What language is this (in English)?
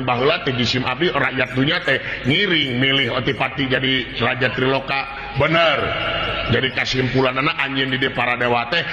Sundanese